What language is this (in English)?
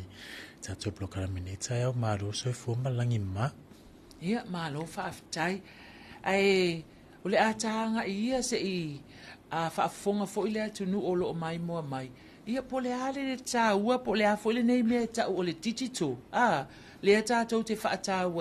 Samoan